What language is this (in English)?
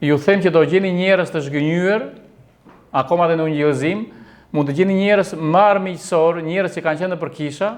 Albanian